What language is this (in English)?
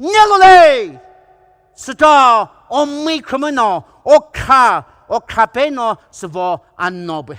Poumei Naga